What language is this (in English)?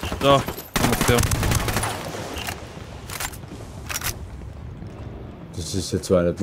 German